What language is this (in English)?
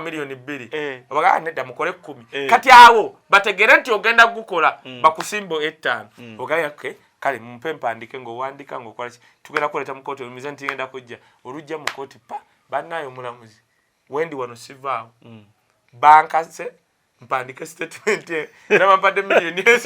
Ganda